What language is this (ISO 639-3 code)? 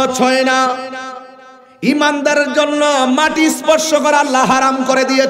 ben